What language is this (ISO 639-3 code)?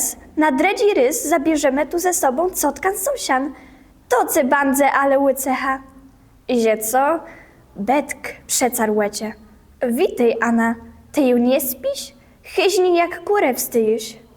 csb